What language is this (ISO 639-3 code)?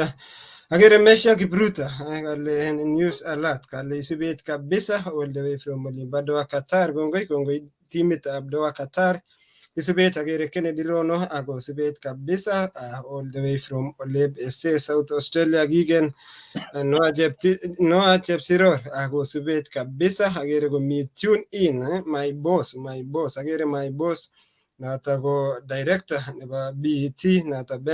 kln